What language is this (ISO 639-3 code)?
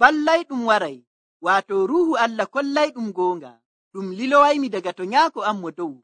fuv